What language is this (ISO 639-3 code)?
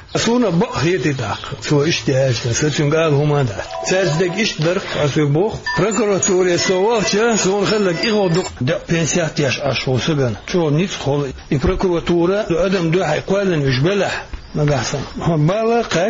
che